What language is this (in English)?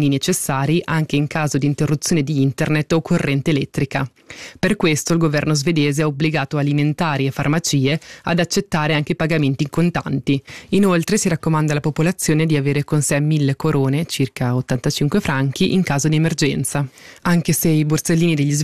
Italian